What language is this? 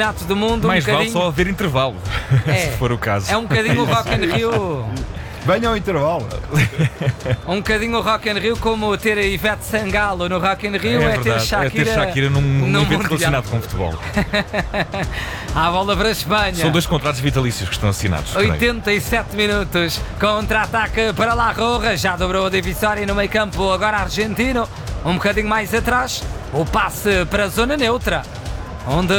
Portuguese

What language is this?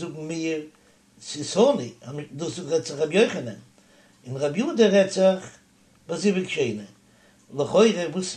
Yiddish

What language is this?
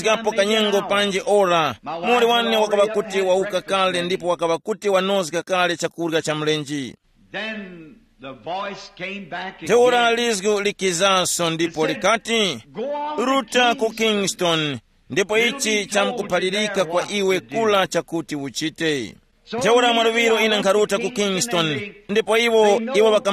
Tumbuka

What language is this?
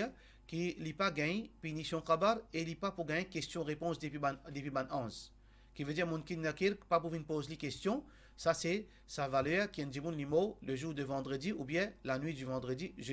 Morisyen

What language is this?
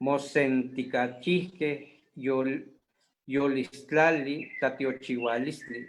Eastern Huasteca Nahuatl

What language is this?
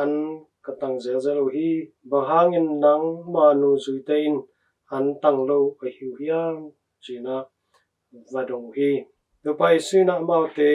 Tedim Chin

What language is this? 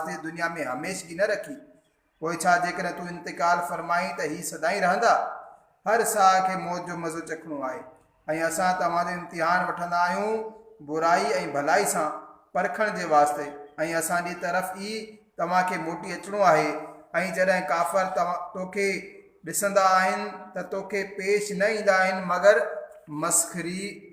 Sindhi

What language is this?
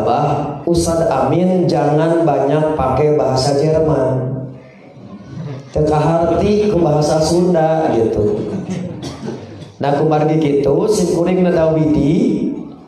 Sundanese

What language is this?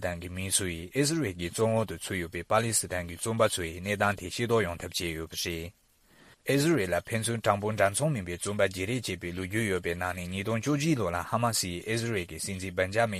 Tibetan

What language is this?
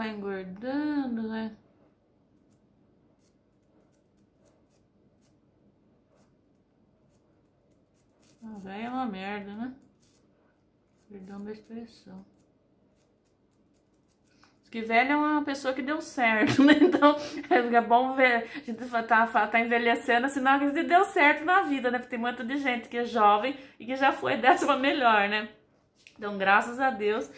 Portuguese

